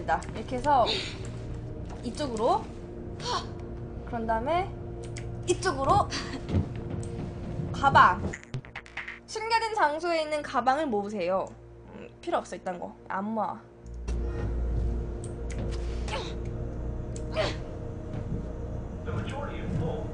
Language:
Korean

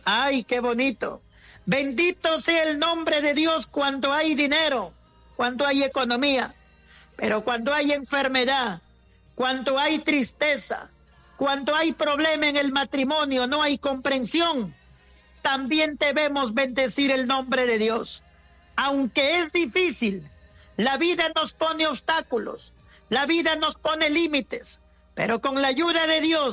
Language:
Spanish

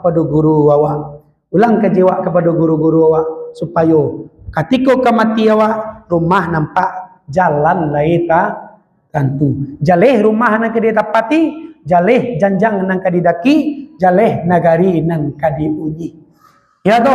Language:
Minangkabau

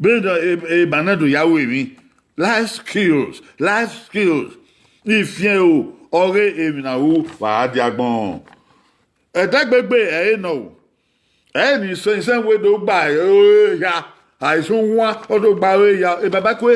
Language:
Bini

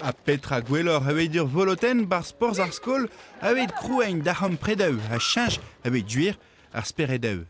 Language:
Breton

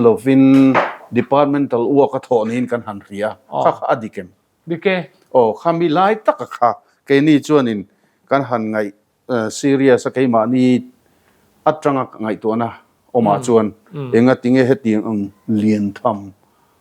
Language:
Mizo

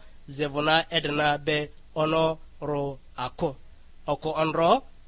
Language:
Lugbara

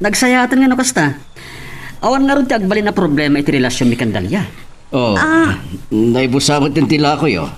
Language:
Iloko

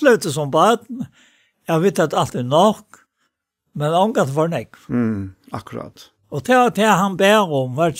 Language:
Faroese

